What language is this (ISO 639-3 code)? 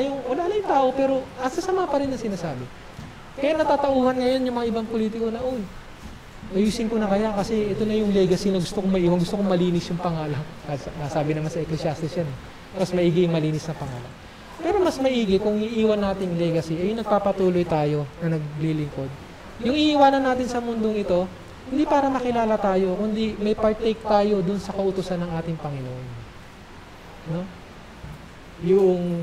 fil